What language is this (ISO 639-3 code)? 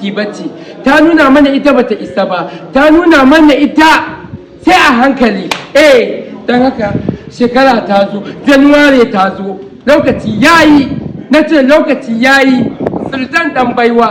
hau